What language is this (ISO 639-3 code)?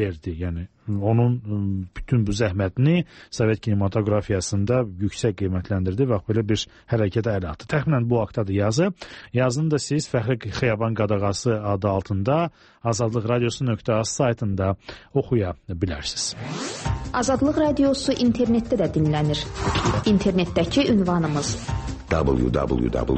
aze